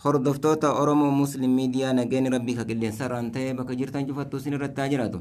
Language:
Oromo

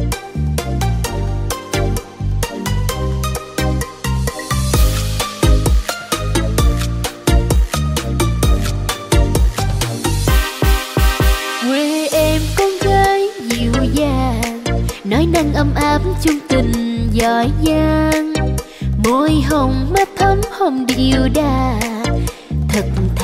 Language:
Vietnamese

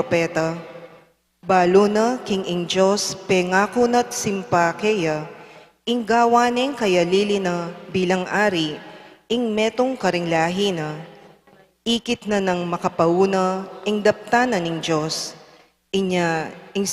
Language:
Pampanga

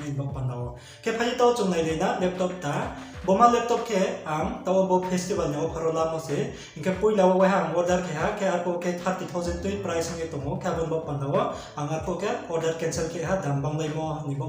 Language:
Riang (India)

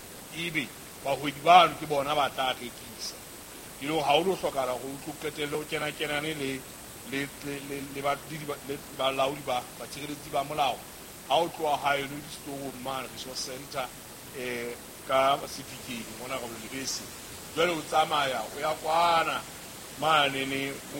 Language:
Southern Sotho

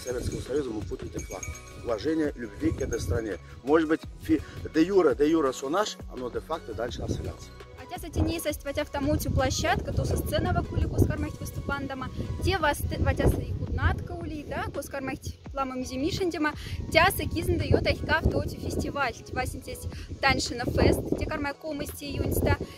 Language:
Moksha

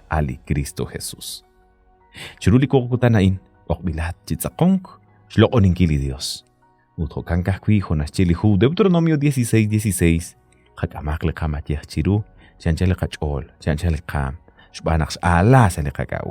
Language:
Kekchí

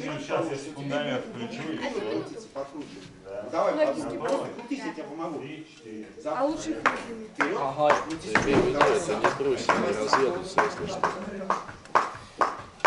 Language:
Russian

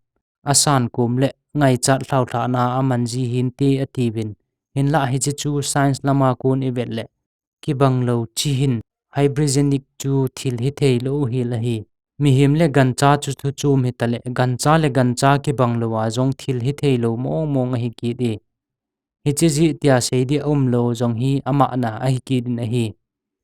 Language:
Thado Chin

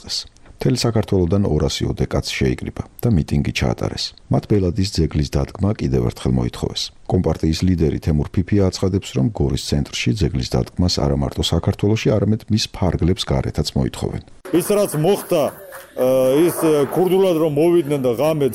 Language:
Georgian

